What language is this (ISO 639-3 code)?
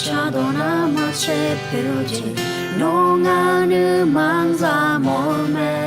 ahk